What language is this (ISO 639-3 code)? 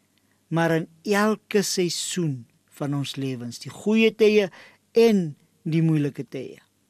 afr